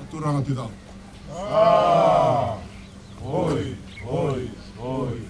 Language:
Fijian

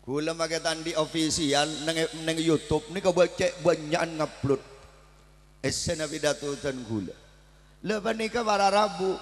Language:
Madurese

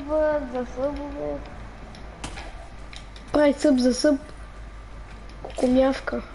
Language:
Bulgarian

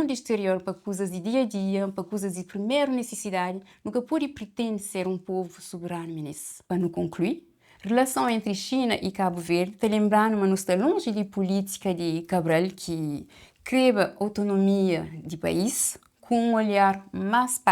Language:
Kabuverdianu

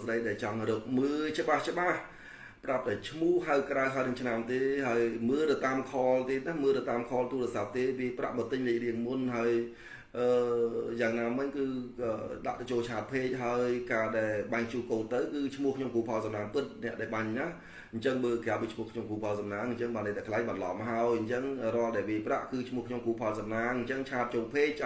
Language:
Khmer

